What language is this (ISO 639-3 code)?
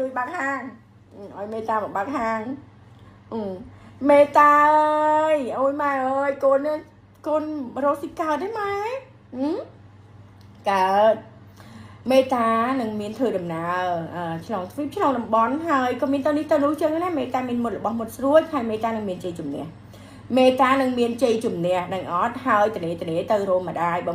khm